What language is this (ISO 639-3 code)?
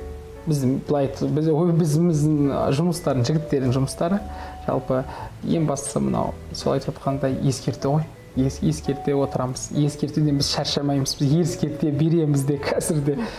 kaz